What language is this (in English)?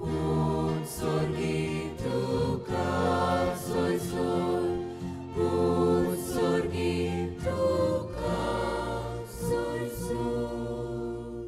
Konkani